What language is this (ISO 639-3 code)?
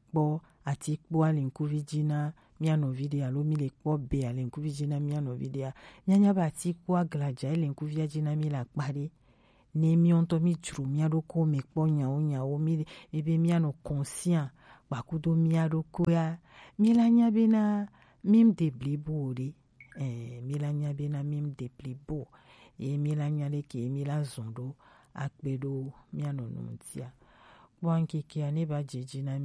gej